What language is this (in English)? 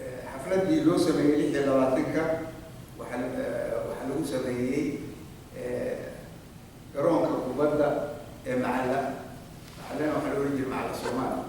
Somali